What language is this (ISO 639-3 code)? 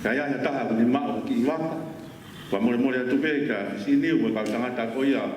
ton